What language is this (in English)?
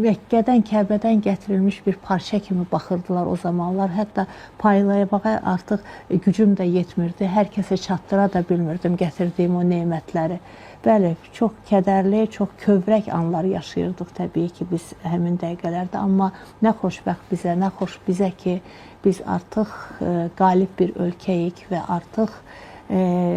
Azerbaijani